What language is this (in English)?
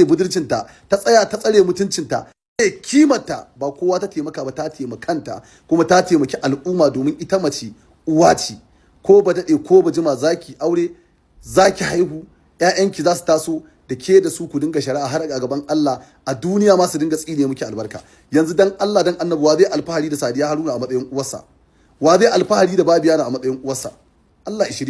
Hausa